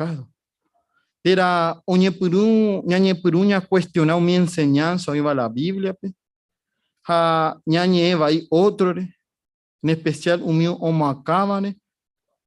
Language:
Guarani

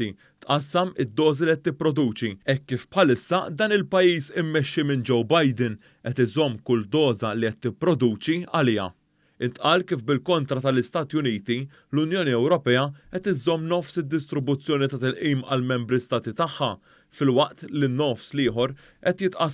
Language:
Maltese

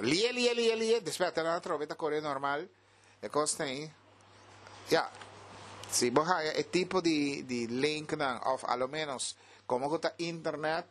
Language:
Papiamento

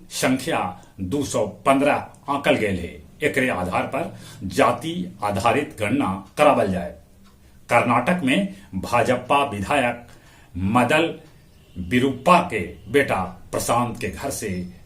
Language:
Magahi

